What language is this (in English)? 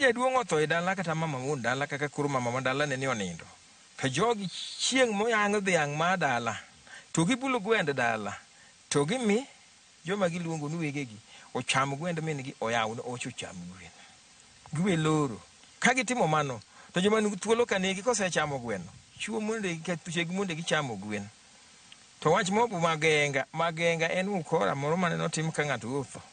Luo (Kenya and Tanzania)